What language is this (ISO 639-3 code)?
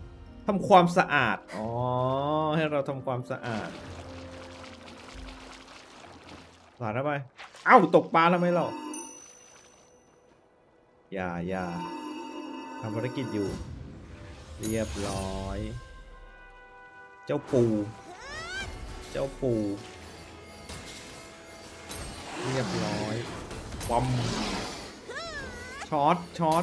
tha